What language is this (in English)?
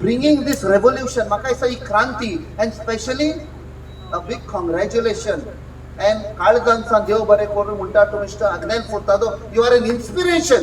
Konkani